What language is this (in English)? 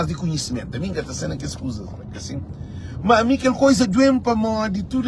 Kabuverdianu